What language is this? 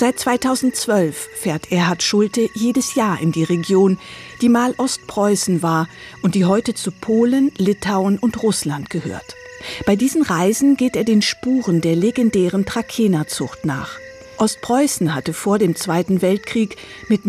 German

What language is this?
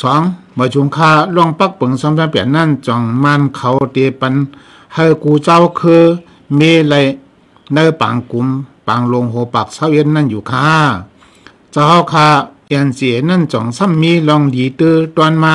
Shan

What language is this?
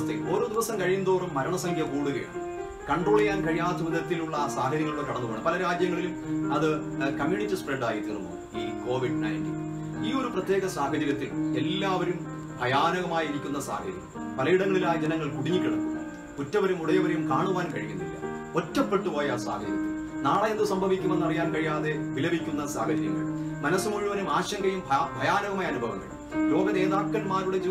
Malayalam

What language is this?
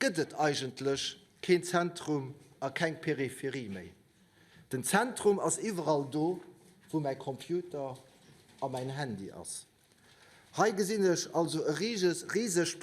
Luxembourgish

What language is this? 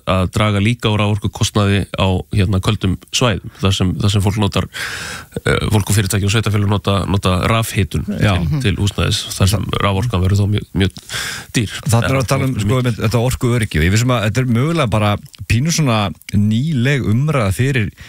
Icelandic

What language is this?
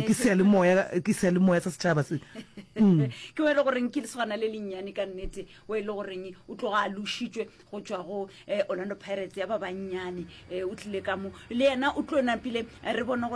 Northern Sotho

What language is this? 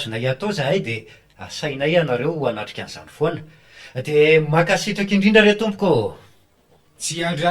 Malagasy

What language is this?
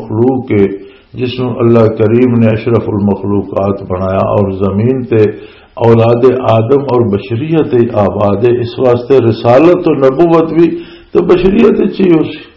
Western Panjabi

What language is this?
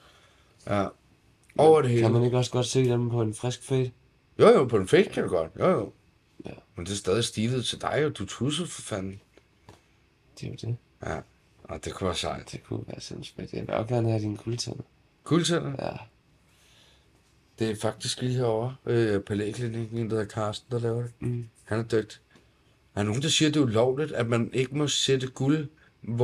Danish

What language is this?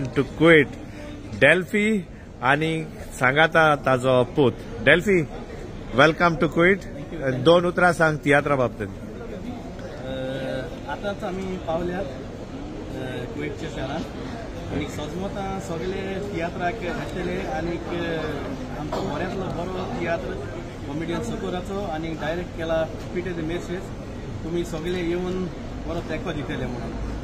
Konkani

